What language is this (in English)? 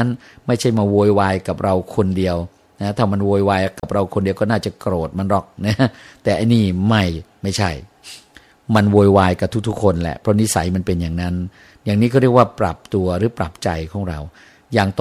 Thai